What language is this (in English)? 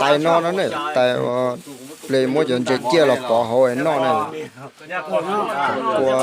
Hmong